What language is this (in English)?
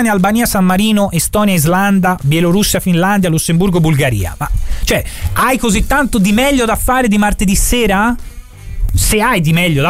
Italian